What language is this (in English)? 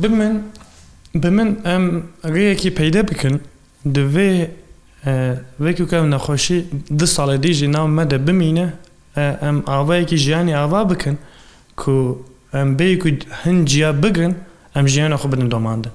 Kurdish